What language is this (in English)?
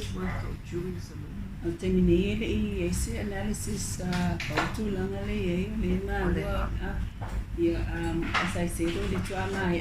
Samoan